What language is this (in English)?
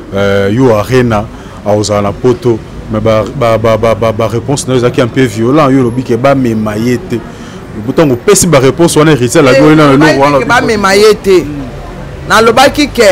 Lingala